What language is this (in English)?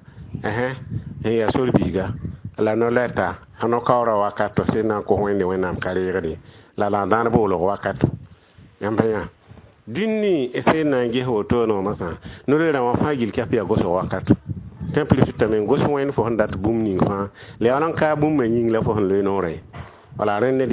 Mossi